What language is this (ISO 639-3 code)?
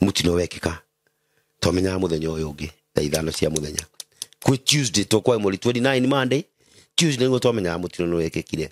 kik